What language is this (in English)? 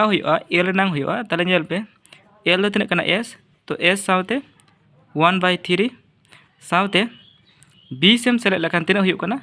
Santali